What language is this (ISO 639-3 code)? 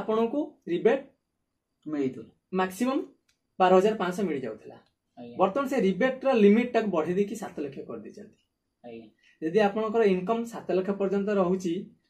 ori